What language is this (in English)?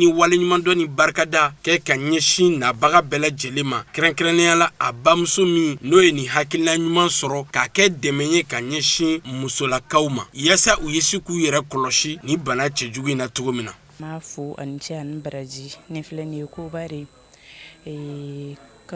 Bambara